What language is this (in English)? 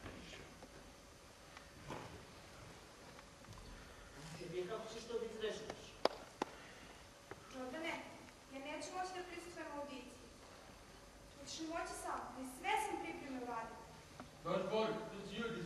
Serbian